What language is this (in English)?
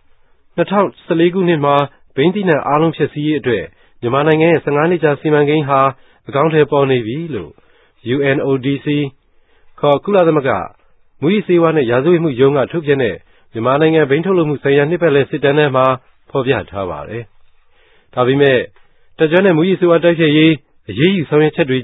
Burmese